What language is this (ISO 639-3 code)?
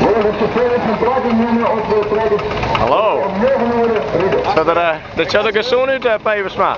fry